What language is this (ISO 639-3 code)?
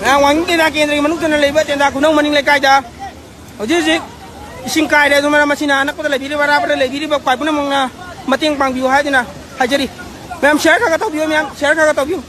mni